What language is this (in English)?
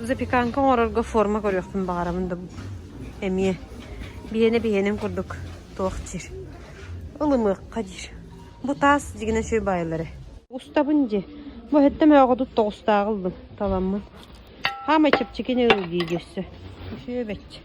Yakut